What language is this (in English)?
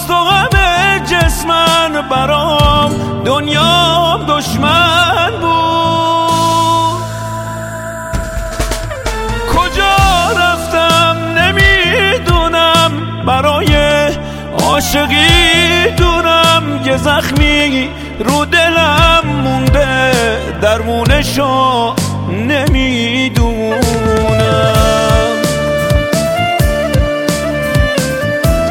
Persian